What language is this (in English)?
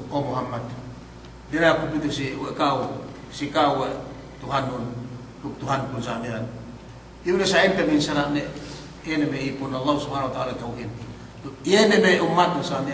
Yakan